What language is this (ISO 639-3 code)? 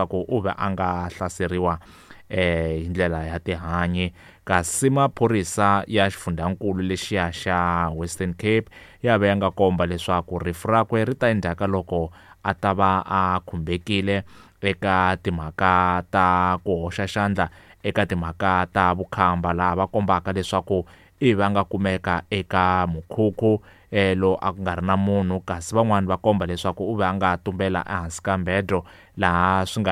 tso